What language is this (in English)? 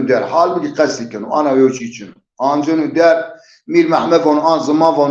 Zaza